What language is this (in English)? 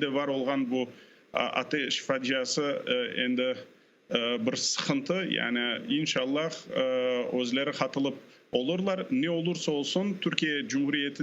Crimean Tatar